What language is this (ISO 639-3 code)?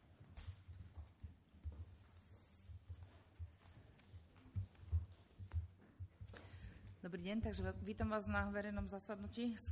slk